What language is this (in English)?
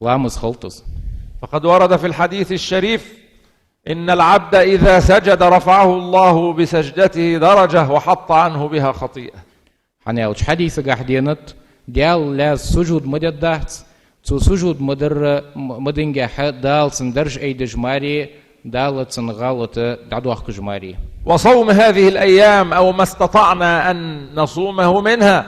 Ingush